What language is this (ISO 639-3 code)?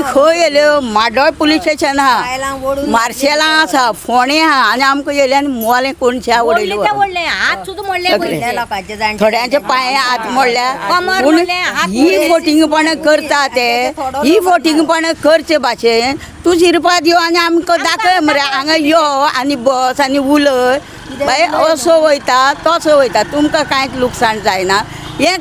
kok